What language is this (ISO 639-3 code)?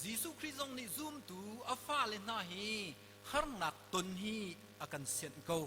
cnh